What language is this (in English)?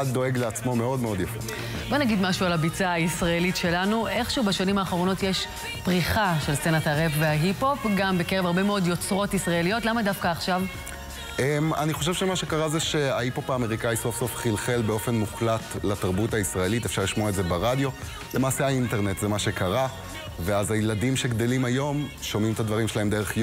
Hebrew